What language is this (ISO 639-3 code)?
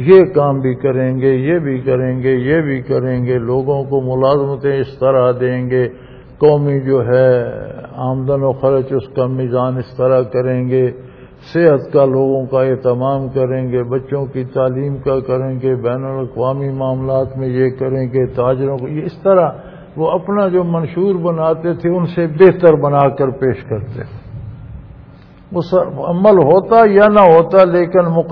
urd